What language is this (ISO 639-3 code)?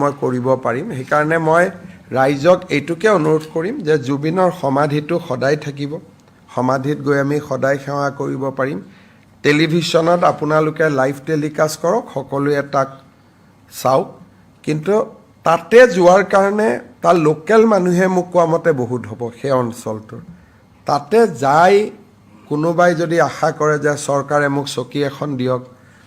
asm